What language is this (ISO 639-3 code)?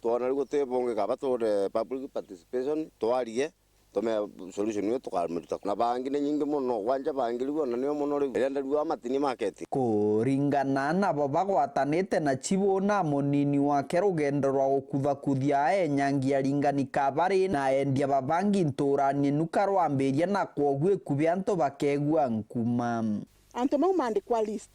mer